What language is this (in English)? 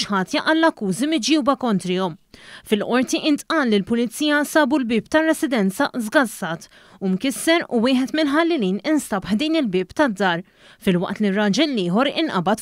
Maltese